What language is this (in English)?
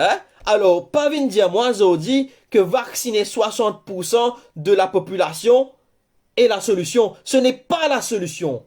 Morisyen